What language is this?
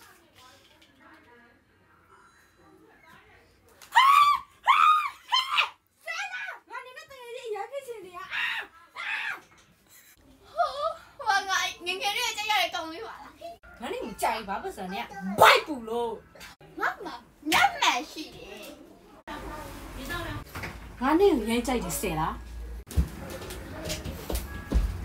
Burmese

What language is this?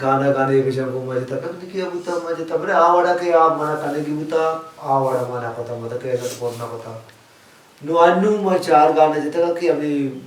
Baluchi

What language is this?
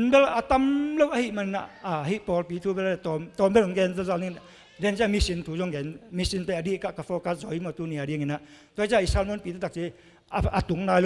Tedim Chin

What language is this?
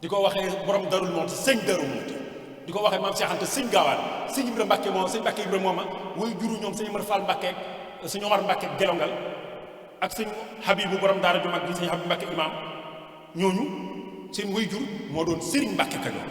Wolof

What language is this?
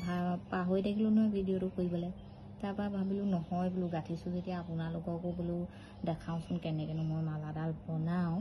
Assamese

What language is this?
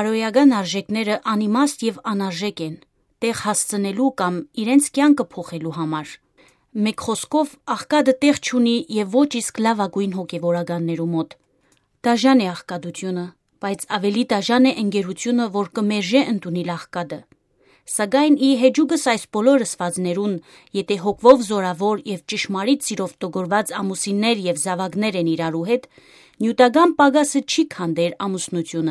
Western Armenian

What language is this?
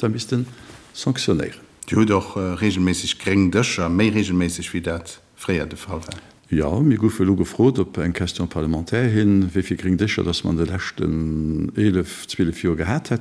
Luxembourgish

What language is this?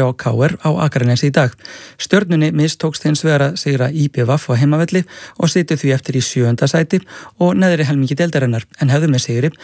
Icelandic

